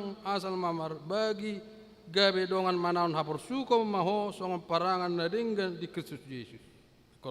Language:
Batak Toba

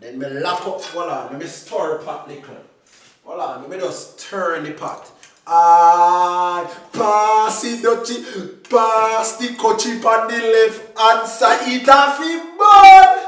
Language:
Jamaican Creole English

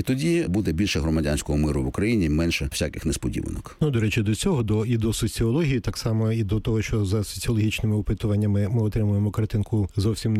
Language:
Ukrainian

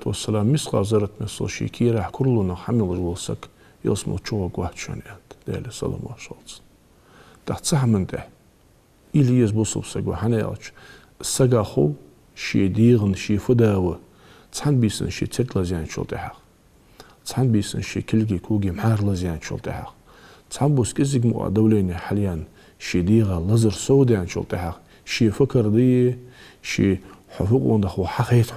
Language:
Ingush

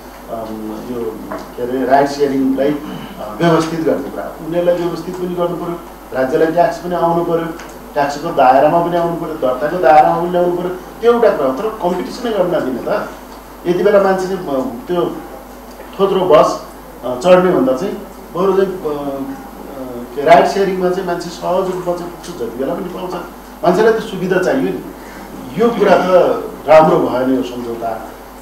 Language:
Nepali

